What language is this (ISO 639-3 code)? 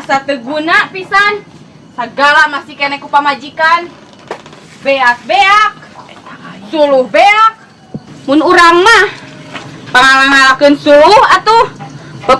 sun